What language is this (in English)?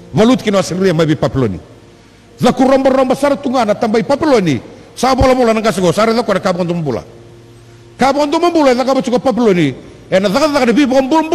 Fijian